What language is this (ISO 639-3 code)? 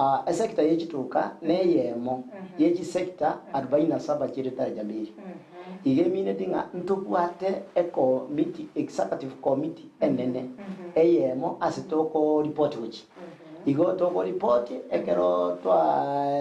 guz